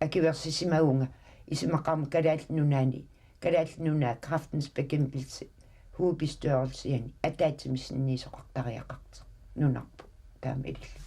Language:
Kalaallisut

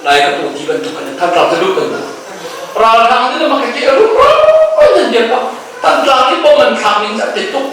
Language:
Hakha Chin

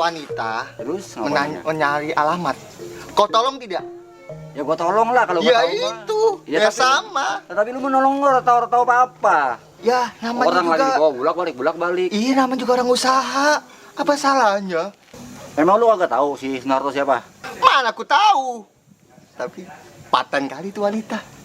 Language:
Betawi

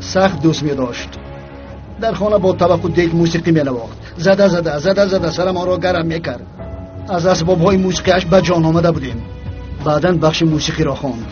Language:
Tajik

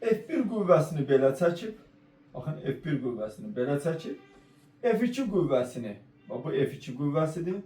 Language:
Azerbaijani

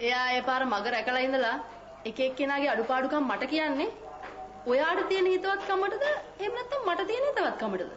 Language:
Sinhala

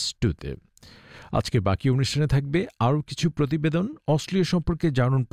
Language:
Bangla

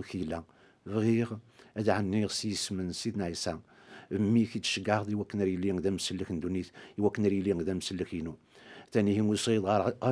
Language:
Kabyle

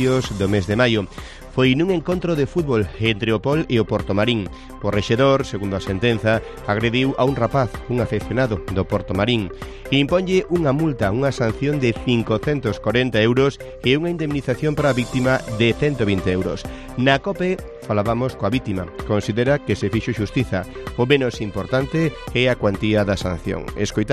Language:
Galician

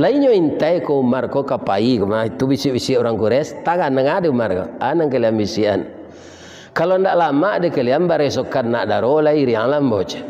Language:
Minangkabau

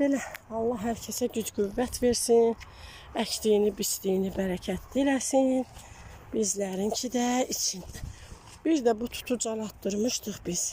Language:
Azerbaijani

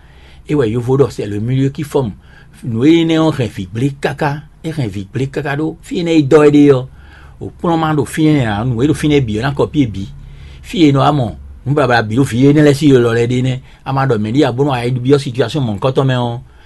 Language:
Fon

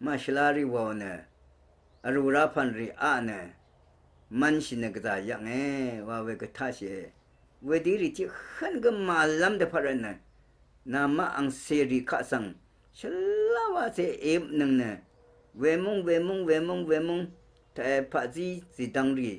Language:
Rawang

